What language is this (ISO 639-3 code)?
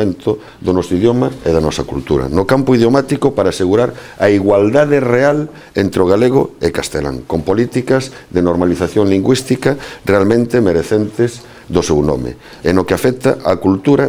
glg